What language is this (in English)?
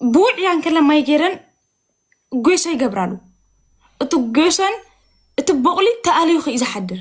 Tigrinya